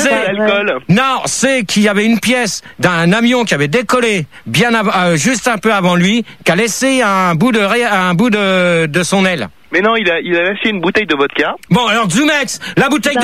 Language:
French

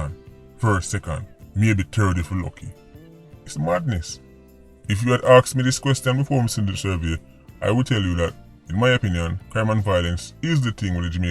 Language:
Jamaican Creole English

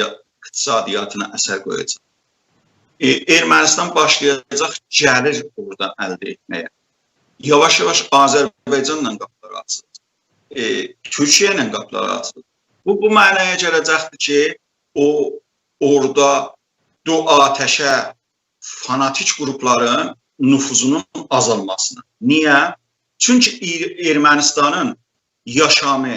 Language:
South Azerbaijani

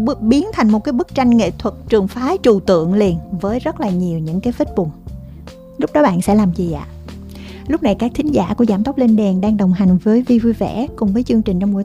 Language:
Vietnamese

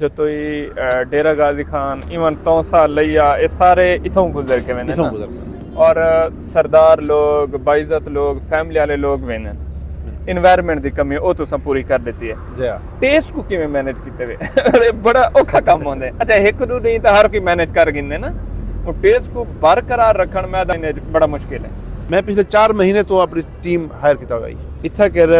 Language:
Saraiki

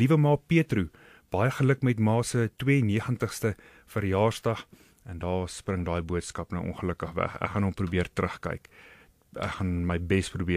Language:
Afrikaans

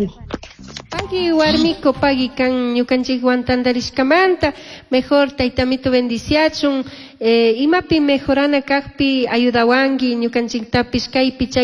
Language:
Chimborazo Highland Quichua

